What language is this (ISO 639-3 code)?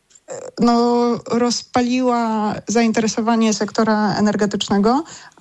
pol